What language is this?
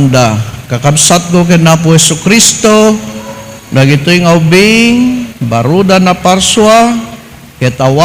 Iloko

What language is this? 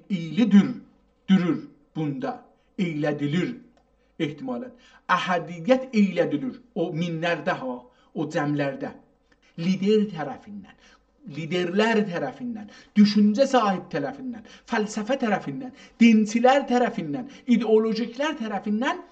South Azerbaijani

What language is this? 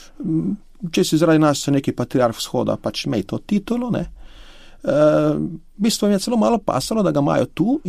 Slovenian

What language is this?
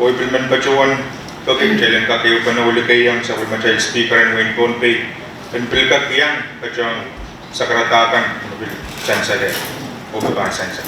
Pohnpeian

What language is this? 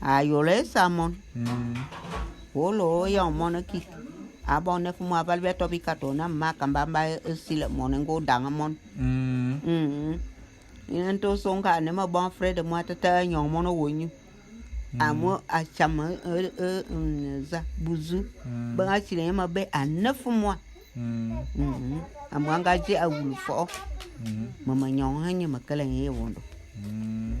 Bulu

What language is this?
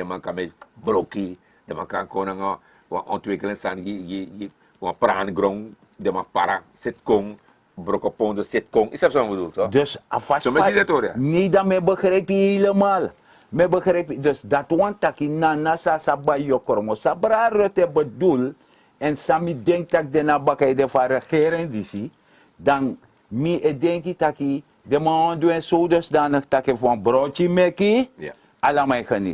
Sranan Tongo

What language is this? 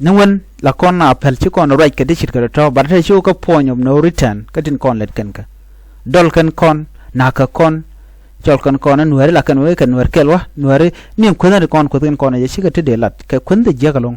Nuer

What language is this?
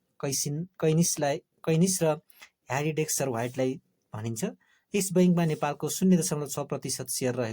Nepali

